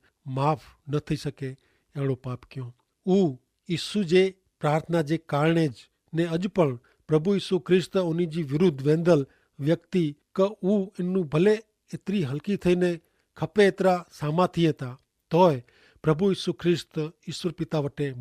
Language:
Kachhi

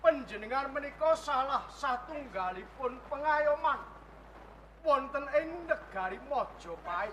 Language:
Javanese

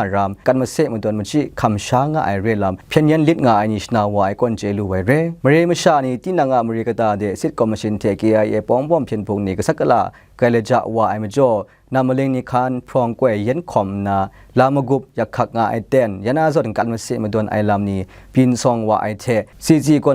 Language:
Kachin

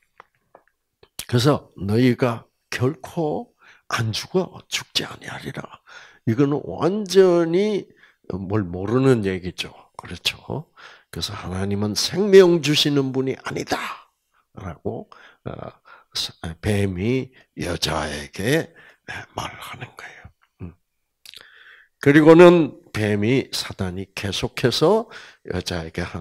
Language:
Korean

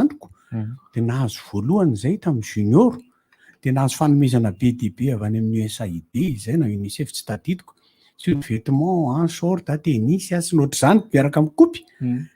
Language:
Malagasy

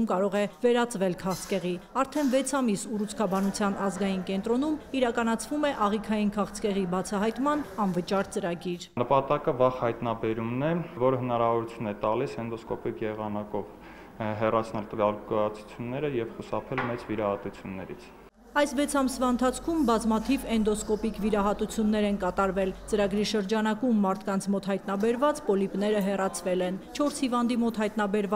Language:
Armenian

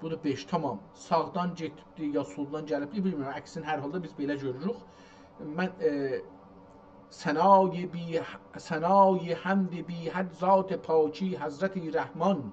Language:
South Azerbaijani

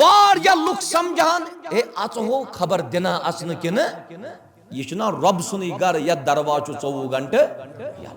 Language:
Kashmiri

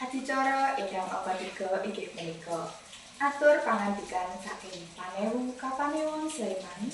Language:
Javanese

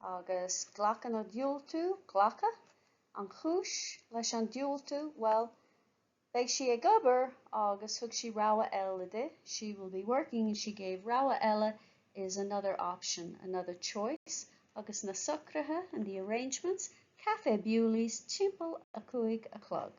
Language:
Irish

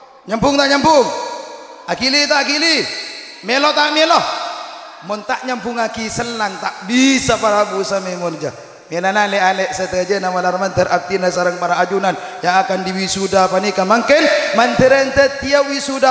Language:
Madurese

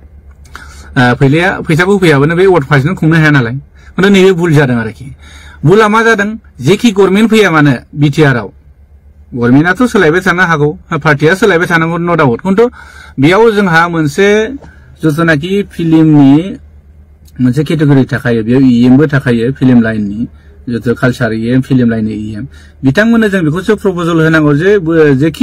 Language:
Bodo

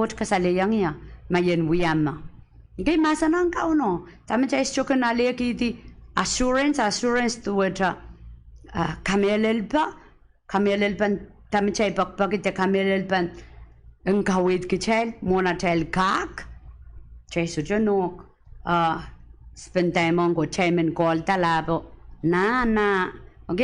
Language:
Pohnpeian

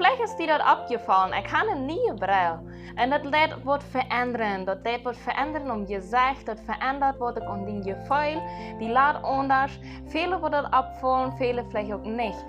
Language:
Plautdietsch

